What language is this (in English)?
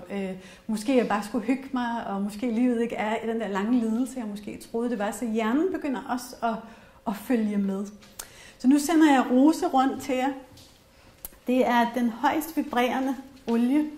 Danish